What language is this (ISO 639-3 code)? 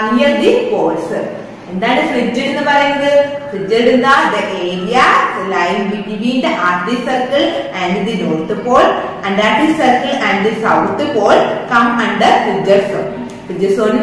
mal